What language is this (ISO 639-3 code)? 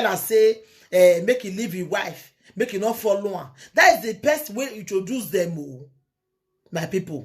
pcm